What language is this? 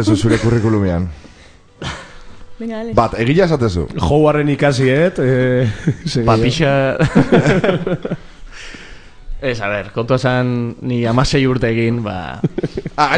Basque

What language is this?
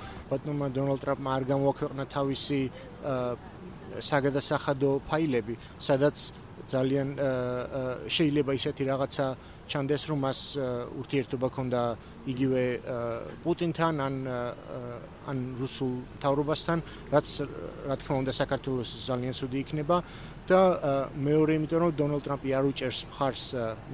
Georgian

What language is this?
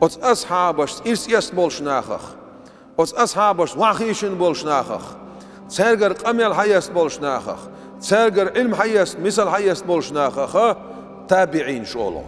Chechen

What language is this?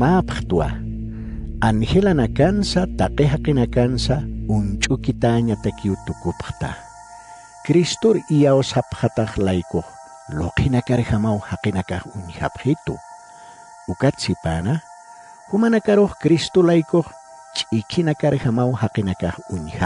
Aymara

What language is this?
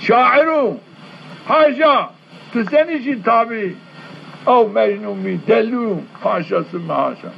Zaza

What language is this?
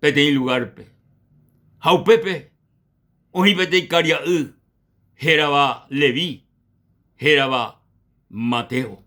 Guarani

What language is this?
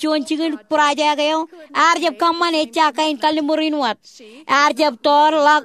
Marshallese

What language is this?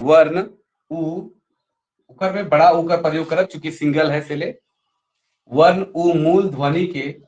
Sadri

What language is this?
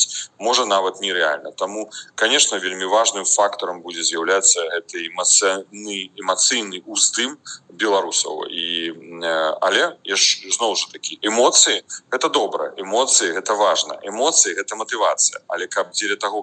Belarusian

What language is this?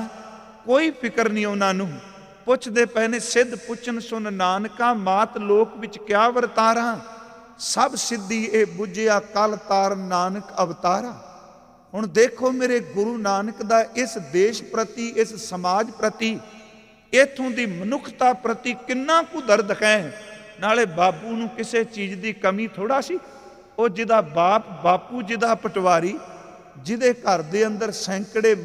Punjabi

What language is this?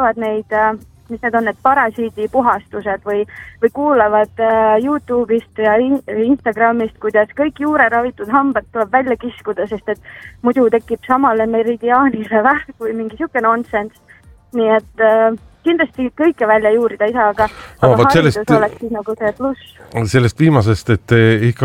Estonian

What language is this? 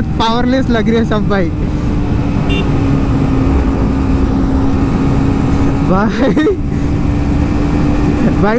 Hindi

